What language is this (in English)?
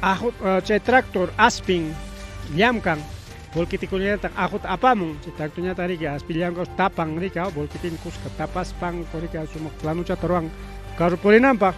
Ayacucho Quechua